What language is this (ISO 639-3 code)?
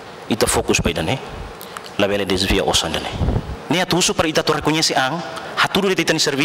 tet